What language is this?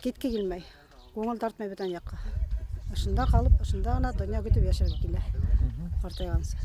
Bashkir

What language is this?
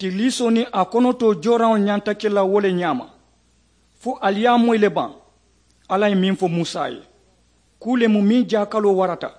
Mandingo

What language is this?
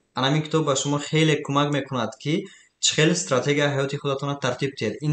Tajik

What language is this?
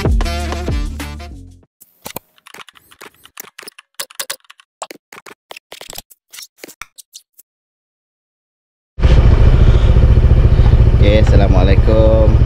Malay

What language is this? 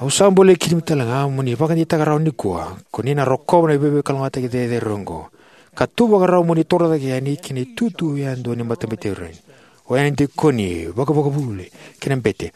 Fijian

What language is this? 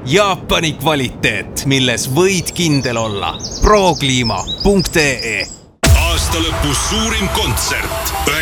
Estonian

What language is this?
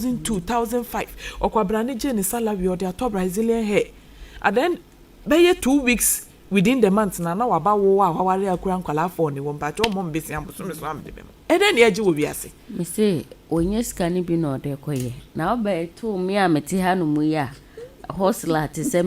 Akan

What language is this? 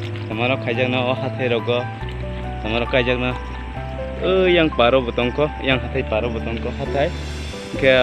Kok Borok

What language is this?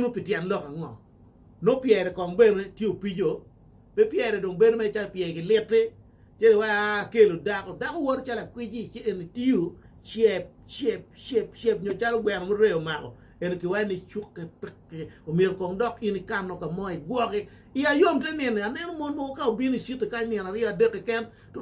Acoli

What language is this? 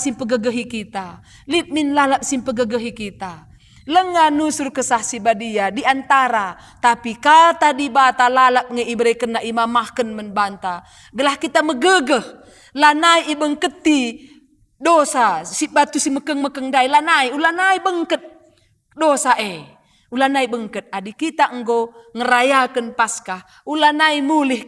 Batak Karo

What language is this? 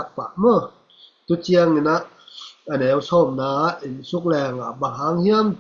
Tedim Chin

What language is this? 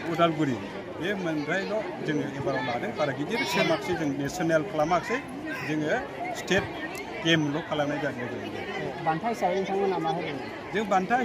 Bodo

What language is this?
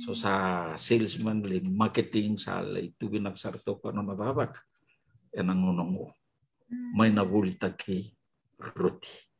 Fijian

